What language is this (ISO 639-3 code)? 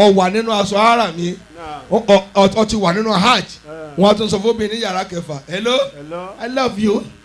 yor